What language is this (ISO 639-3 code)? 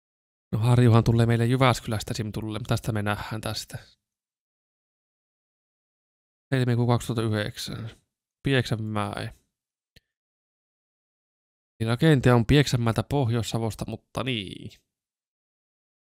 fin